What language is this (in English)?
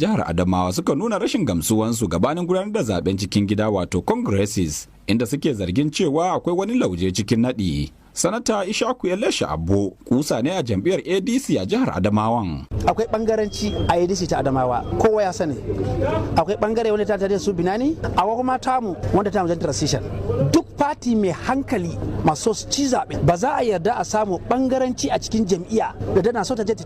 Hausa